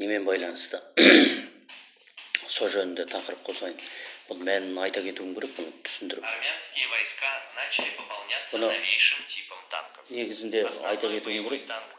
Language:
Kazakh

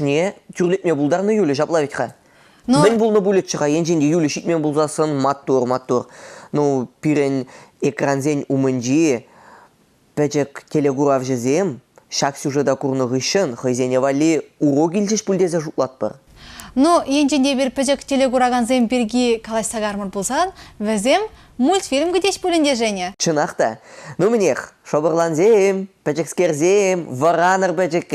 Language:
Chuvash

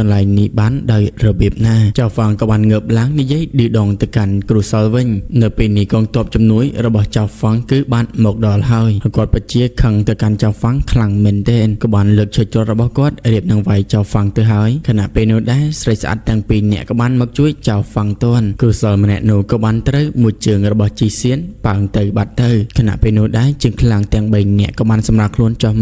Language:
Khmer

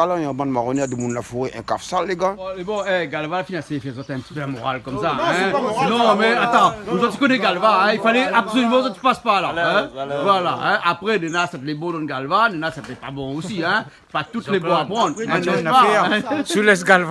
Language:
Réunion Creole French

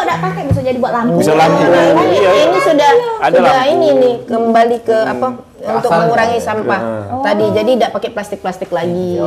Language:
Musi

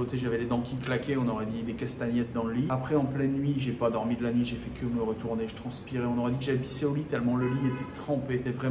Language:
French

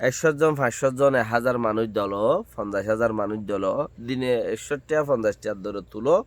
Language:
Rohingya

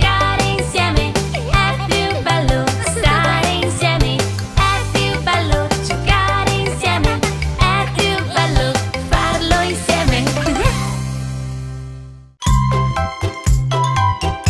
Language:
Italian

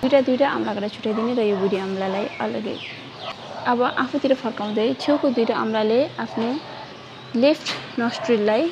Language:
Nepali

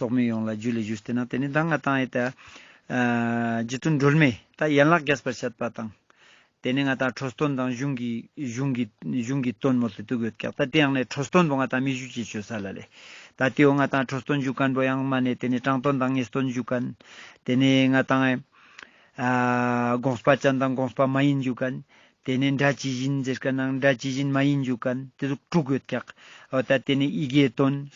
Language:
Ladakhi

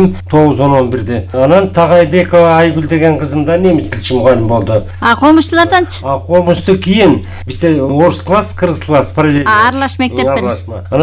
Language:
Kyrgyz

